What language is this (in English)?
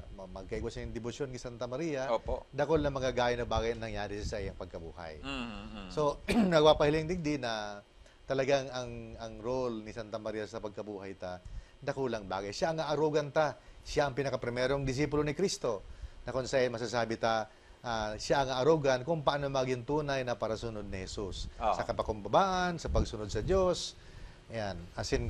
Bikol